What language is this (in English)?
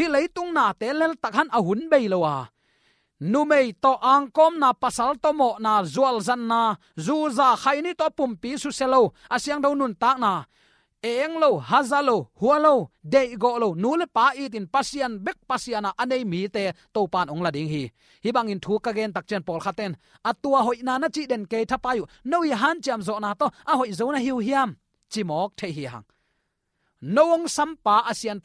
Tedim Chin